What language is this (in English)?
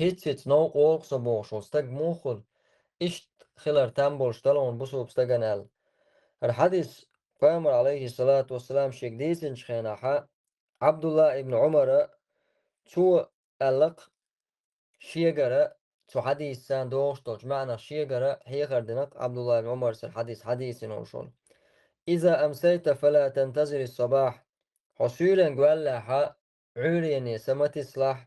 Chechen